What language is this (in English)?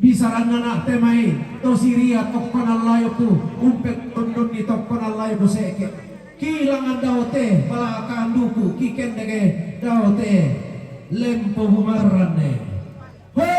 Toraja-Sa'dan